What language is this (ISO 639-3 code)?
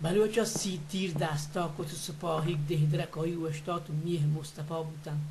bal